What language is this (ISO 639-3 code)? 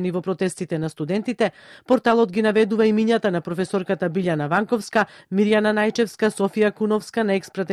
mkd